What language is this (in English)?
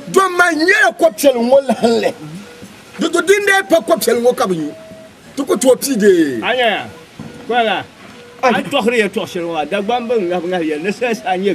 Dagbani